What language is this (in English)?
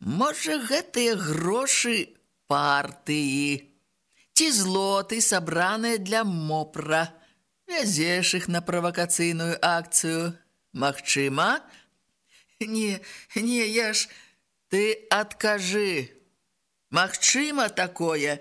Belarusian